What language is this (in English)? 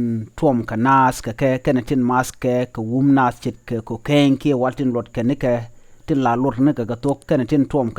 Nuer